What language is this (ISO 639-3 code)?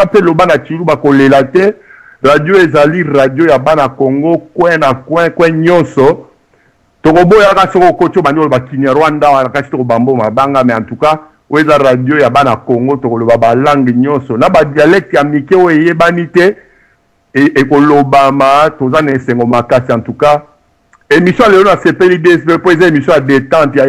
lin